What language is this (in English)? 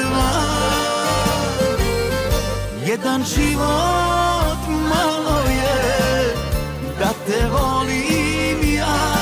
Serbian